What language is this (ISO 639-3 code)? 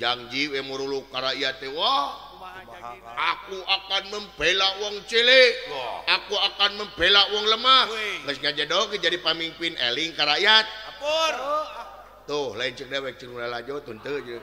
sun